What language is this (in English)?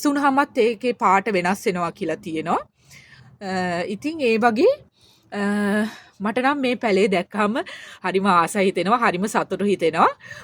Sinhala